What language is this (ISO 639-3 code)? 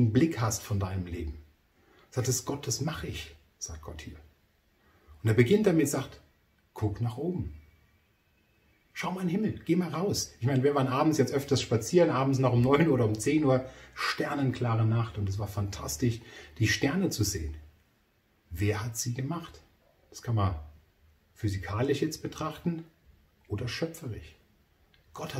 deu